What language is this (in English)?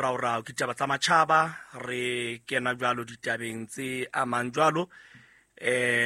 Southern Sotho